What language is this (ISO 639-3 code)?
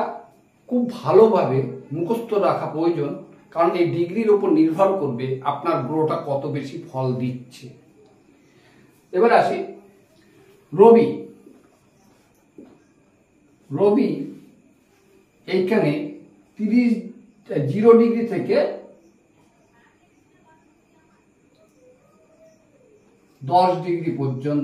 ben